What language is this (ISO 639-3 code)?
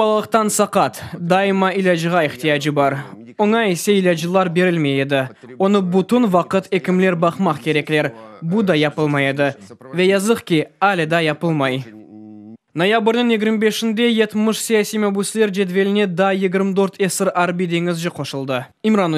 crh